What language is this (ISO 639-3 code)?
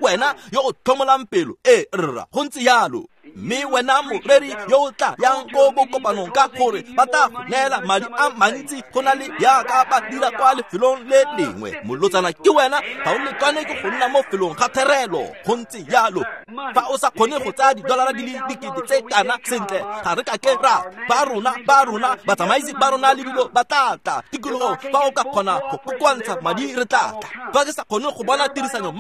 tsn